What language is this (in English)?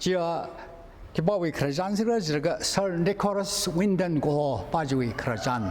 Tangkhul Naga (India)